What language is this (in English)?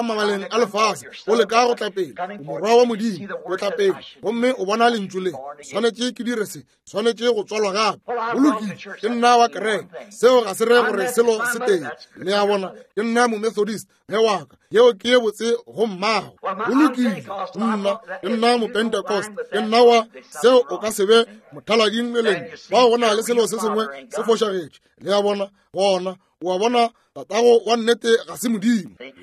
Northern Sotho